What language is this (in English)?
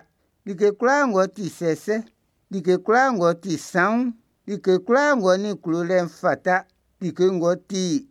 Baoulé